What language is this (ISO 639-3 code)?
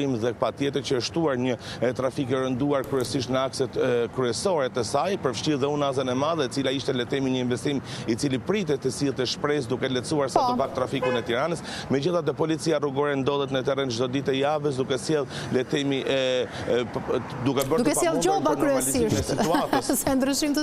sqi